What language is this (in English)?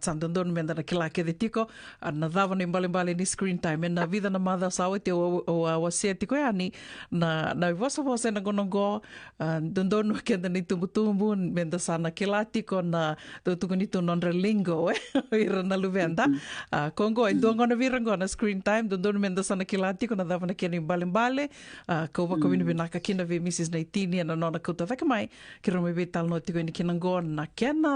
Fijian